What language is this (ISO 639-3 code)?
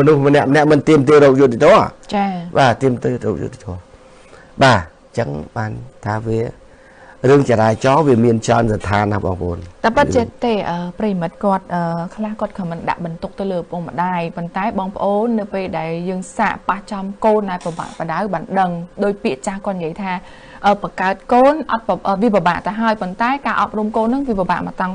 khm